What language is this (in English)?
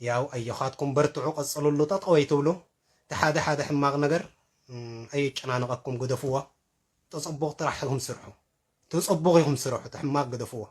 Tigrinya